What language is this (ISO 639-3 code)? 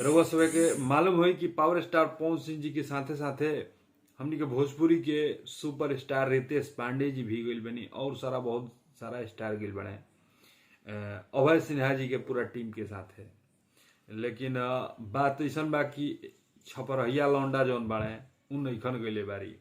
bho